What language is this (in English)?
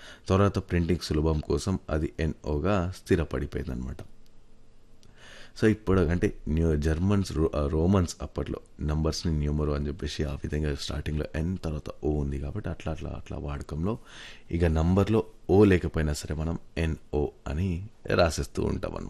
Telugu